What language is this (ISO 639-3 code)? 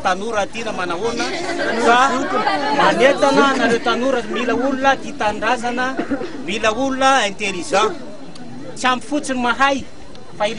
mlg